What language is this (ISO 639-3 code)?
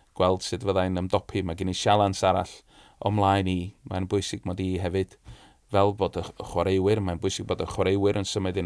cym